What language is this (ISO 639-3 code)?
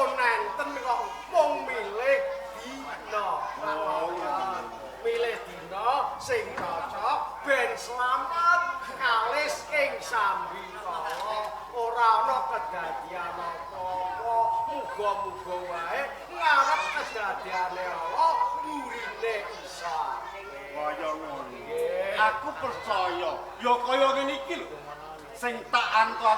jav